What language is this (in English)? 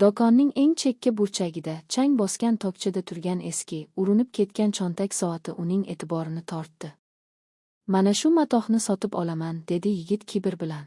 Uzbek